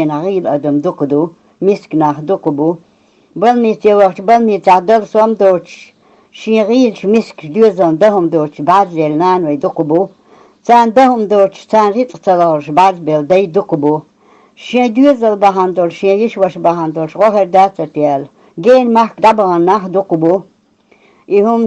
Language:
Chechen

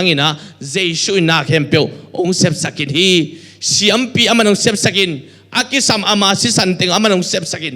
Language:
Tedim Chin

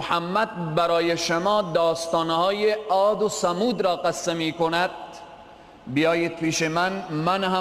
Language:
Persian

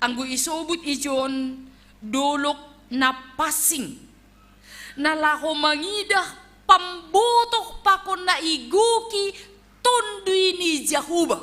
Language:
Batak Simalungun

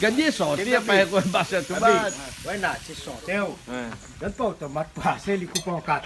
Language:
Réunion Creole French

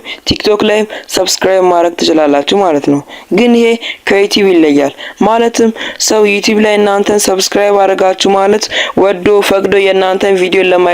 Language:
Amharic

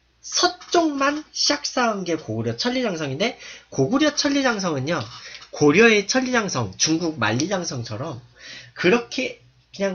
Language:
Korean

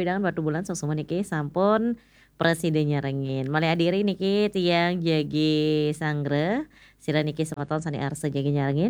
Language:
Balinese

